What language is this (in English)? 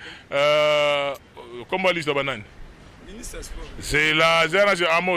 Lingala